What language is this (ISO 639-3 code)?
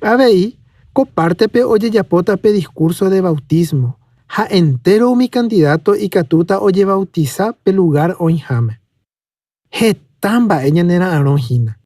grn